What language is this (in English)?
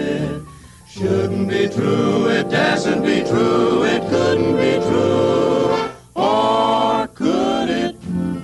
English